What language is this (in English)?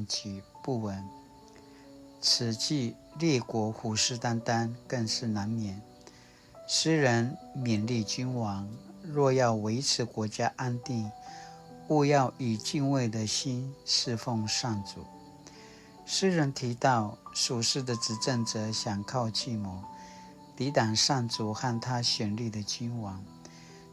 Paiwan